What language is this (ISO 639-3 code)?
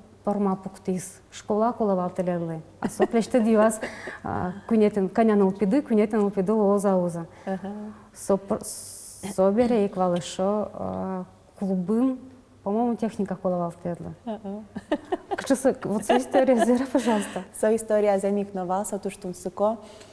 udm